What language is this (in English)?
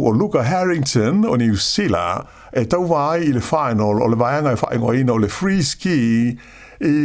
Samoan